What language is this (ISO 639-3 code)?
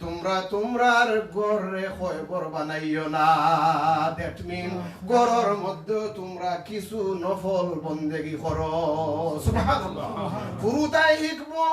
syl